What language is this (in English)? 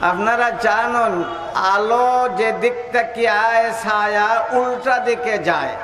Sylheti